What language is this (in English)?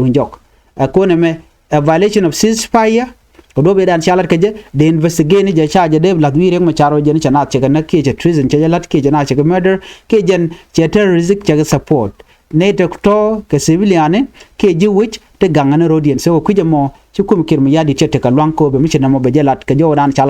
Nuer